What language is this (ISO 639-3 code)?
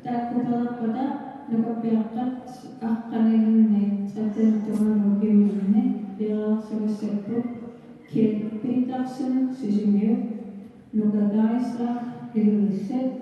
kal